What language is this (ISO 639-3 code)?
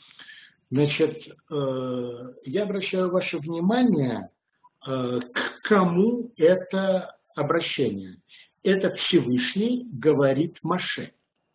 rus